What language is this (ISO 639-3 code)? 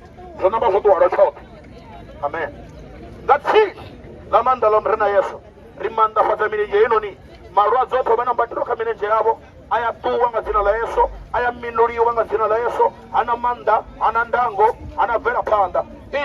ven